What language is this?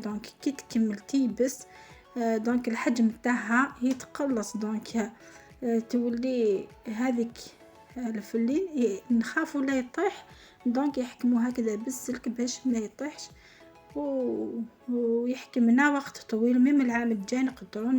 Algerian Arabic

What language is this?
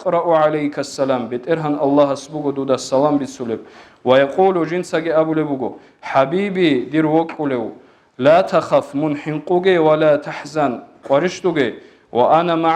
Avaric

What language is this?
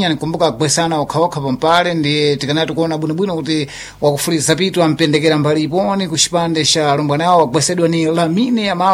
Sena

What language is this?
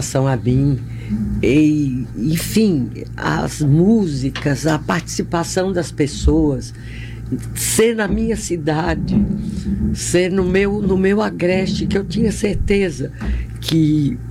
Portuguese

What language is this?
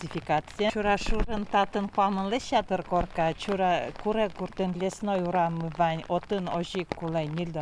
Udmurt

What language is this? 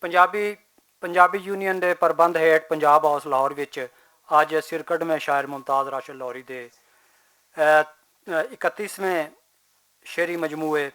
Western Panjabi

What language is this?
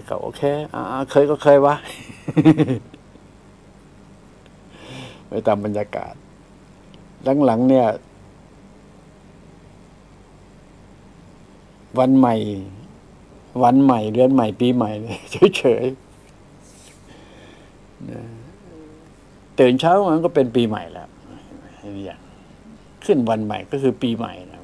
Thai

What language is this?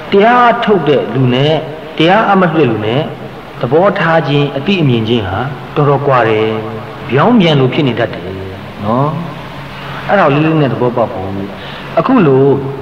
Burmese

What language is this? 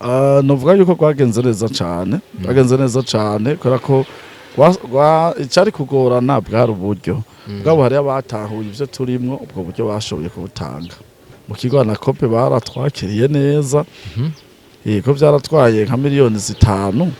Rundi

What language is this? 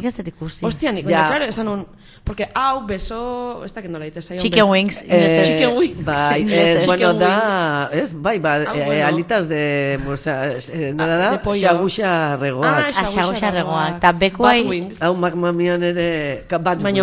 Basque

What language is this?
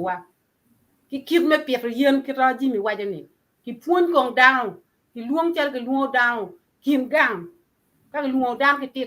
Acoli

